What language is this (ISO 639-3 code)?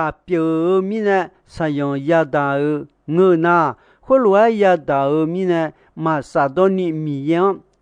ahk